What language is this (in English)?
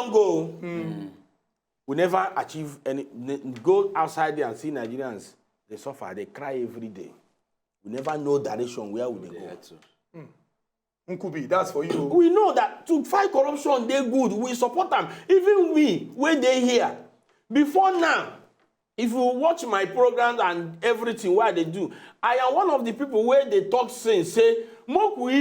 Nigerian Pidgin